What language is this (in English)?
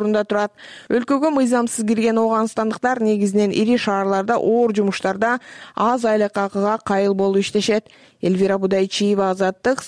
Kyrgyz